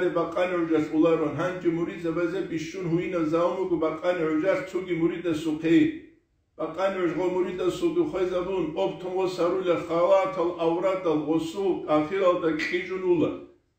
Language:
Avaric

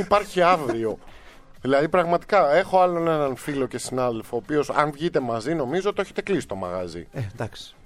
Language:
Greek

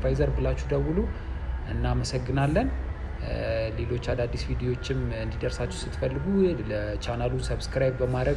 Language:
Amharic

